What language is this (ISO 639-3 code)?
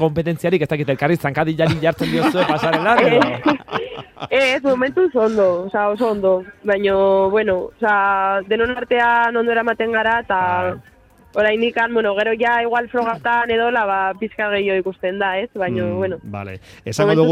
eus